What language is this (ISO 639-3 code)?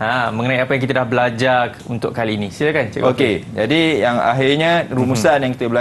msa